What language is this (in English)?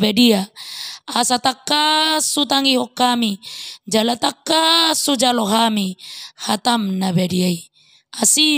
Batak Toba